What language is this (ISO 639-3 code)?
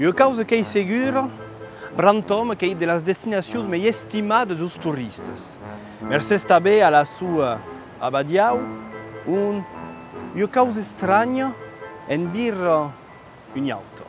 oci